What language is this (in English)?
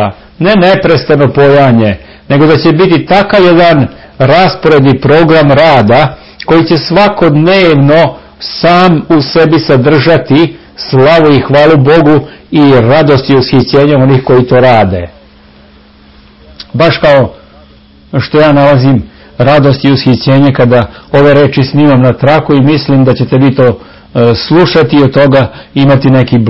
Serbian